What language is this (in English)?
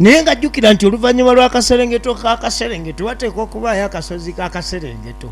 Ganda